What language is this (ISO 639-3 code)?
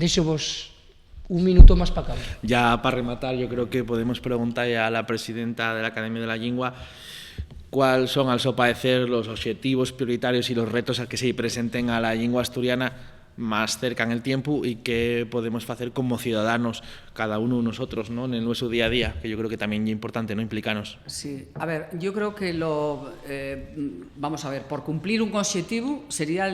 ast